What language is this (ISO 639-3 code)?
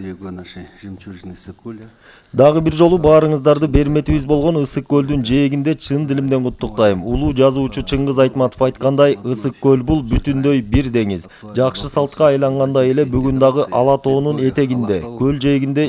kir